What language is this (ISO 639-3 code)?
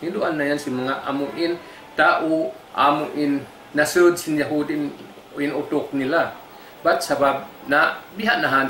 tsg